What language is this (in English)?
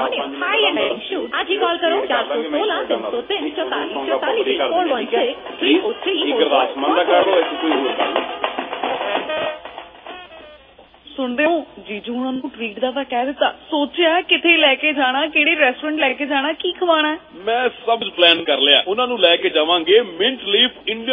Punjabi